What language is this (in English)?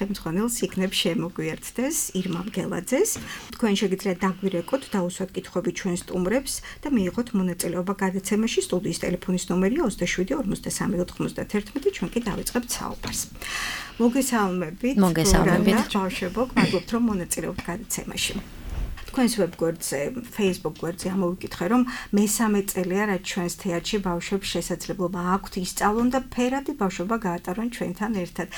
Georgian